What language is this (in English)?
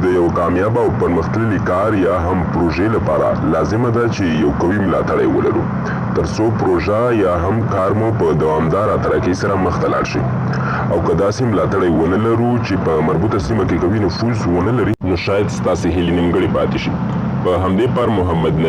Pashto